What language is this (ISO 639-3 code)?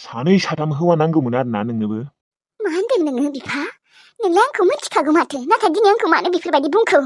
brx